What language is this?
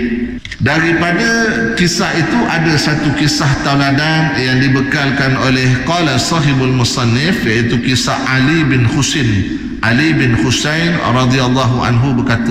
Malay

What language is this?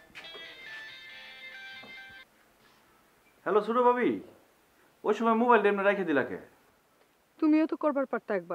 Bangla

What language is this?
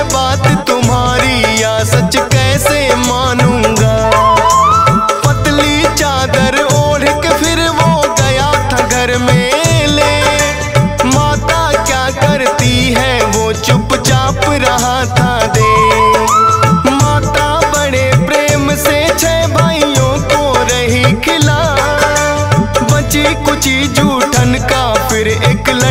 Hindi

